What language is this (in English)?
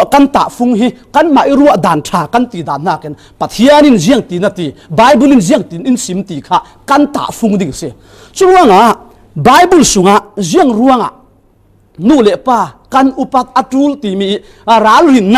Falam Chin